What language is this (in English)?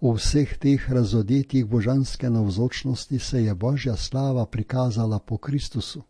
Slovenian